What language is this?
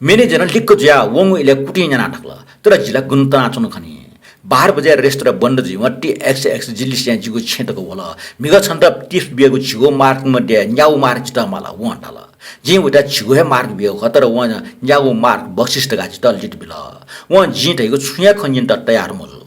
Newari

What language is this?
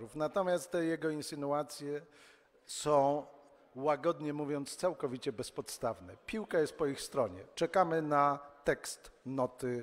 Polish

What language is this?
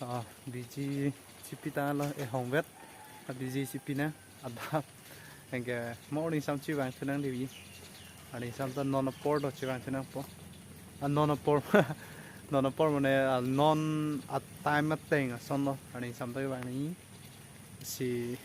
Karbi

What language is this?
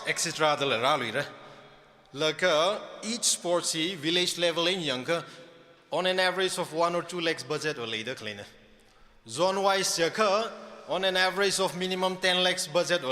Tangkhul Naga (India)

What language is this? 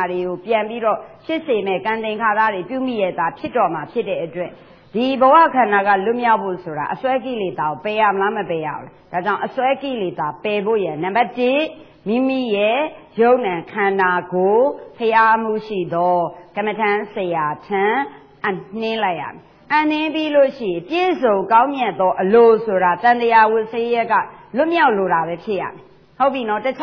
Burmese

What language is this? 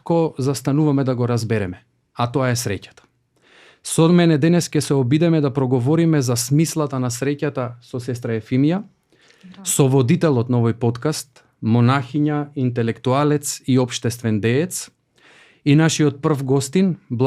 Macedonian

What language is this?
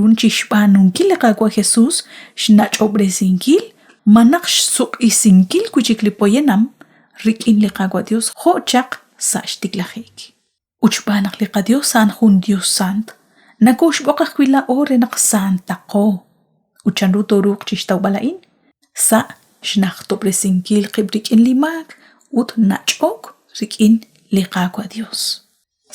Kekchí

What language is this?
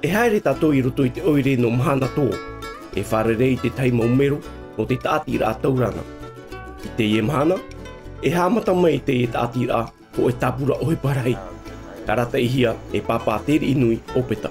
Tahitian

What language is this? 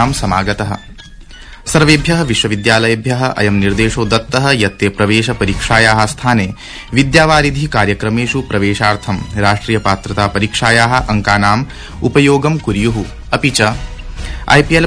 Sanskrit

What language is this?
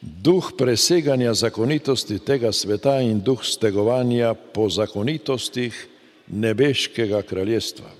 Slovenian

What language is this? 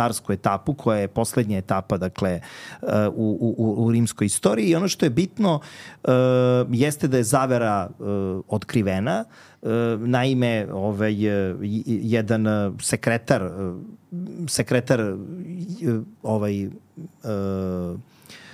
Serbian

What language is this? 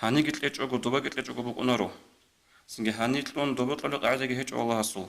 Avaric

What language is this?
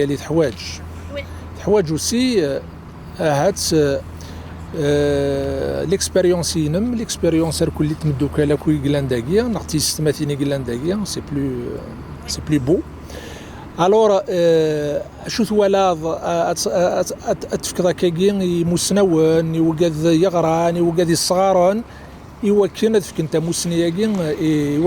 Kabyle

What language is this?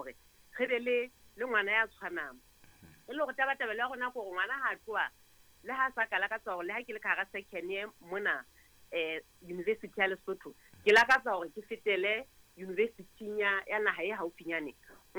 Southern Sotho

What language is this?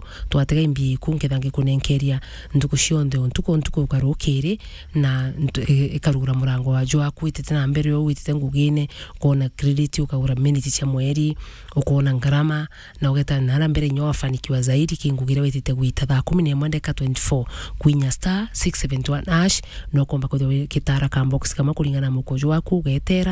Meru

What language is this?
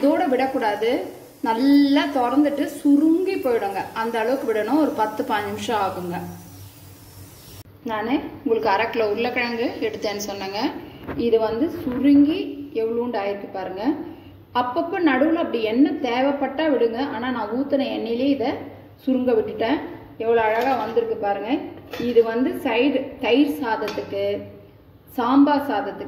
Tamil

